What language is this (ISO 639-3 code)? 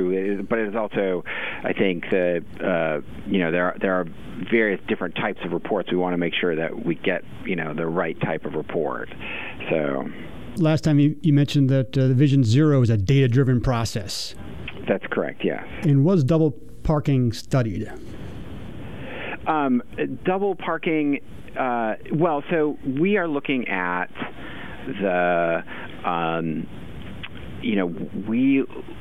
eng